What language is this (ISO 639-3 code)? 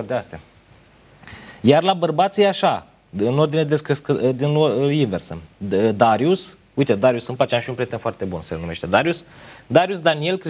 ron